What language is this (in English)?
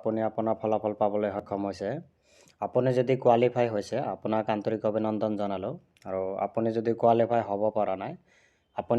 Assamese